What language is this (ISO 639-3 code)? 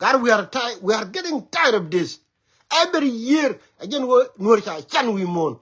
nus